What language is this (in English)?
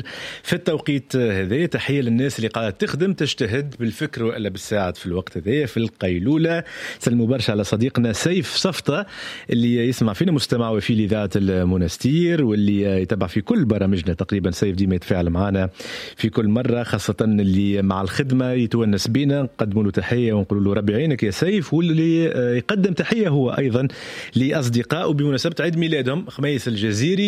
Tunisian Arabic